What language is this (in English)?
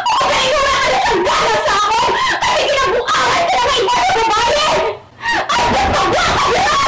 Hiligaynon